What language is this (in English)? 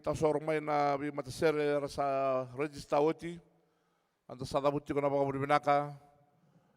Fijian